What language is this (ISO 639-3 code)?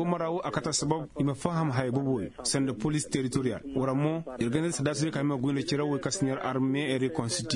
ses